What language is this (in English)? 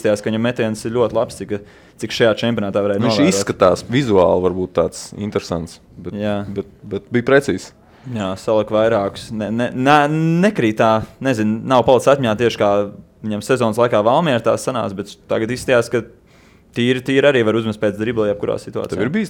Latvian